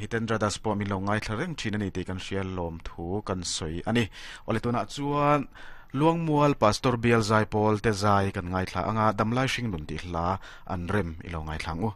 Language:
Mizo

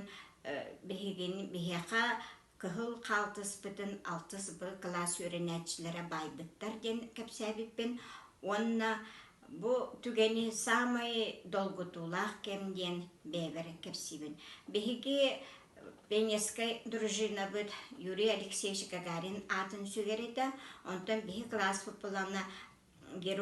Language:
Yakut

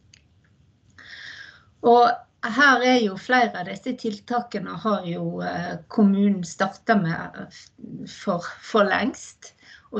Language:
Norwegian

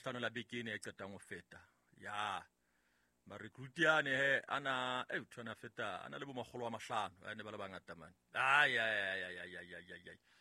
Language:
Southern Sotho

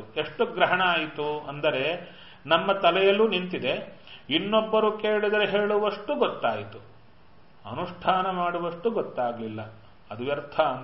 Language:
Kannada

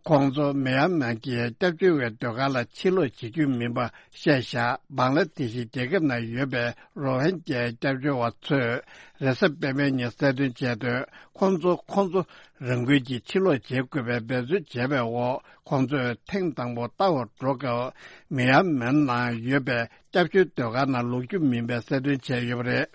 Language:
Tibetan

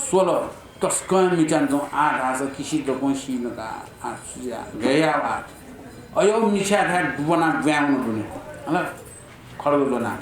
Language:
Newari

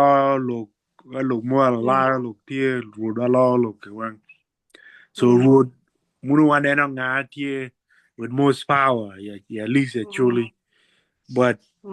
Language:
Acoli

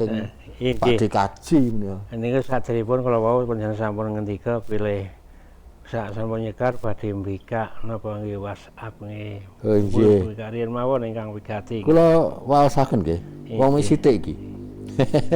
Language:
Javanese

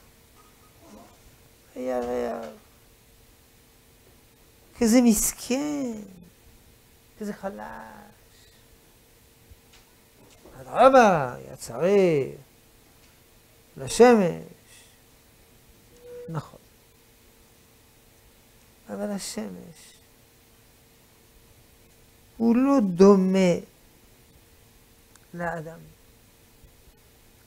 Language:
Hebrew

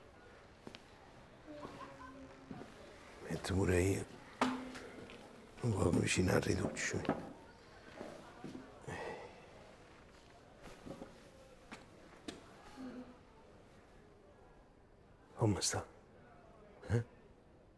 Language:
Italian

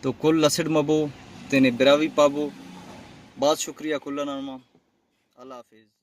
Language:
Brahui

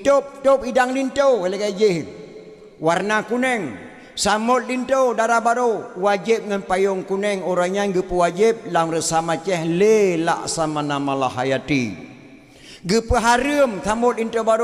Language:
Achinese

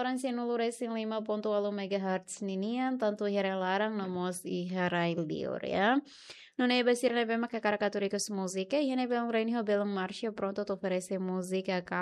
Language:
Tetum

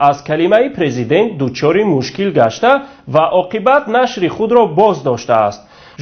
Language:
Tajik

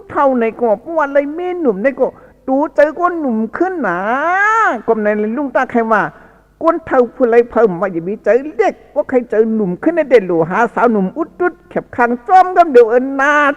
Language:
Shan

